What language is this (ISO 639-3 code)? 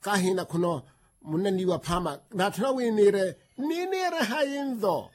vmw